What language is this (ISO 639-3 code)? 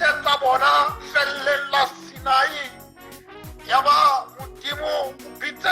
sot